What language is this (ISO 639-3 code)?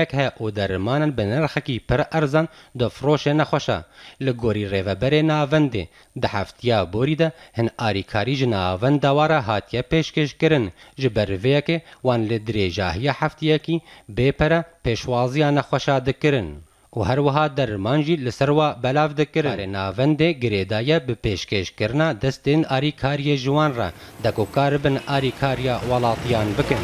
kur